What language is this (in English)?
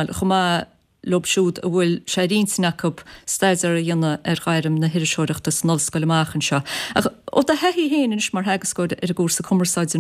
Irish